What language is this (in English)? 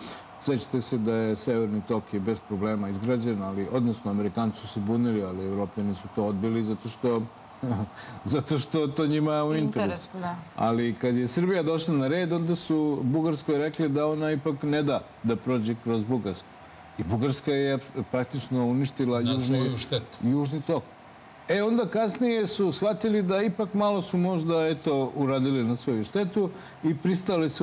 Serbian